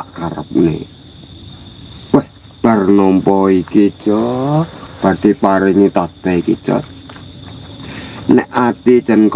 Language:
Javanese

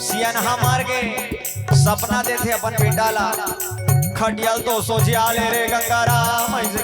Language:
Chhattisgarhi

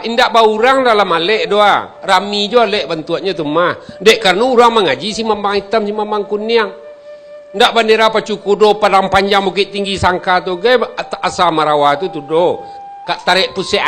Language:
Minangkabau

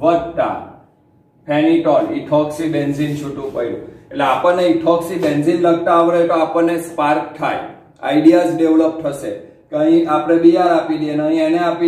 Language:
Gujarati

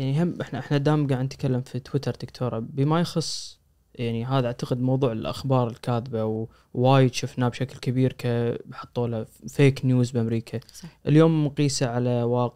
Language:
Najdi Arabic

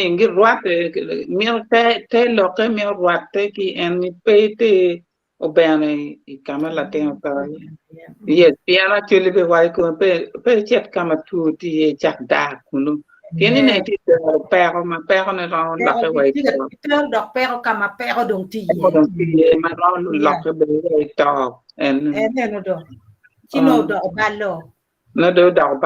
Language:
Acoli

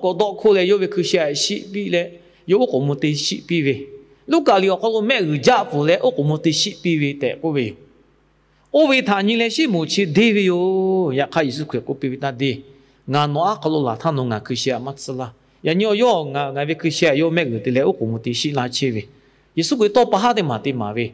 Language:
Lahu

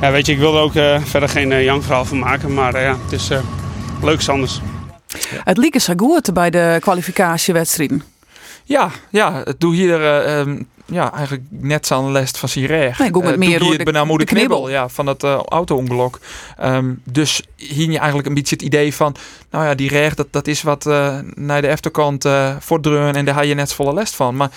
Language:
Western Frisian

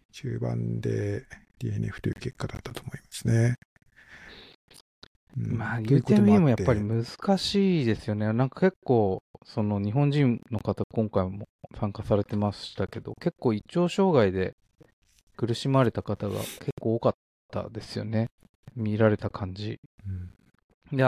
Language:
Japanese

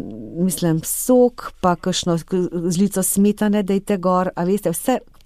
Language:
Slovenian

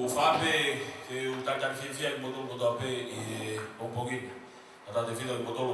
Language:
Tongan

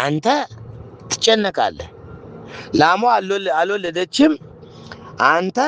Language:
Amharic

